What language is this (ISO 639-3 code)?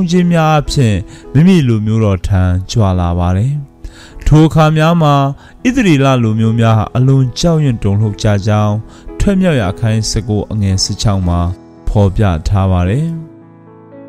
mya